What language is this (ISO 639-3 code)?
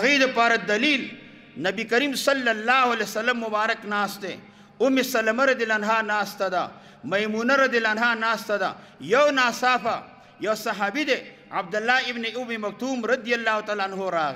pus